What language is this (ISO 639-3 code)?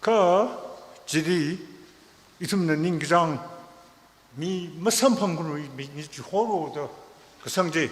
nmf